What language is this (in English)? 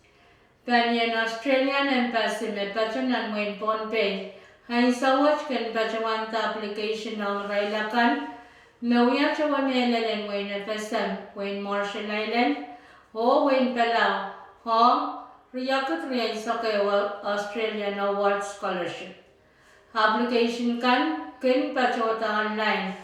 Pohnpeian